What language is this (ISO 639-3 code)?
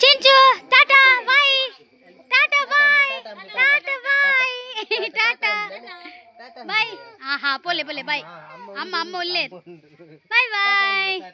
tcy